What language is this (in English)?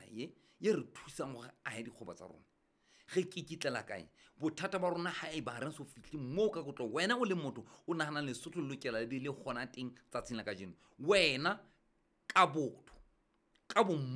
Southern Sotho